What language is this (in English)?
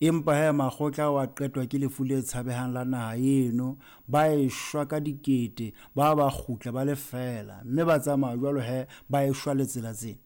Southern Sotho